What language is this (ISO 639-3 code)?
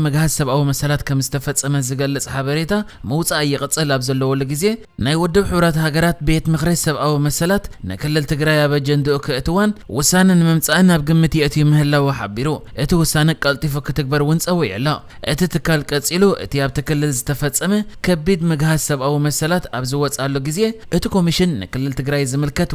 tir